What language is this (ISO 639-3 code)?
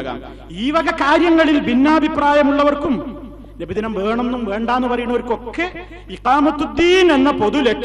mal